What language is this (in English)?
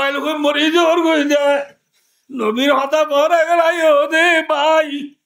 Rohingya